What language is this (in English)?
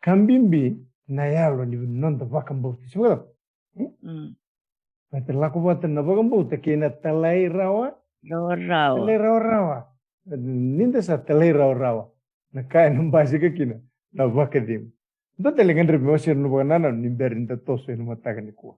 Fijian